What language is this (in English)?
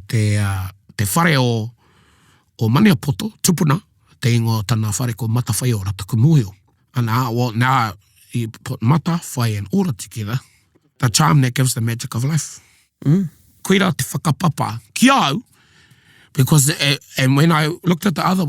Māori